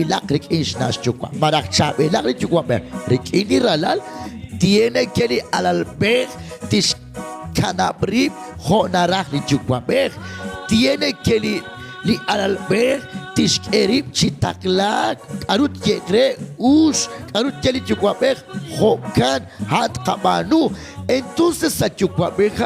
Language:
Kekchí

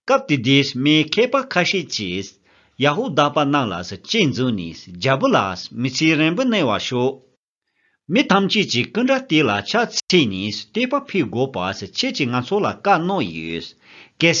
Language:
Tibetan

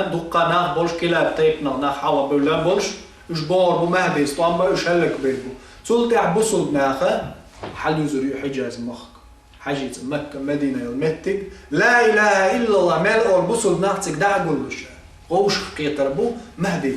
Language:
Chechen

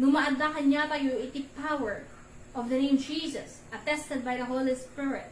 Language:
Iloko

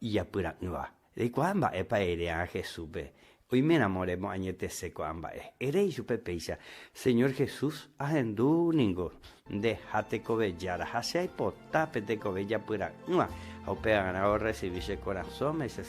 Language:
Guarani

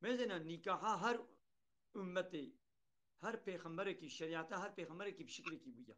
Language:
Kurdish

